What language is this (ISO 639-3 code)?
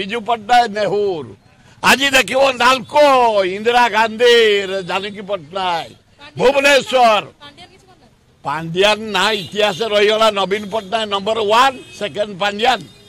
ori